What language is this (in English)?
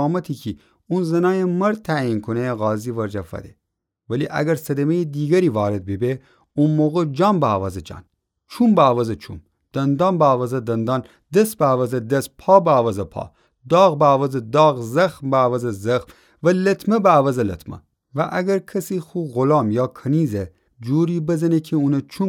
Gilaki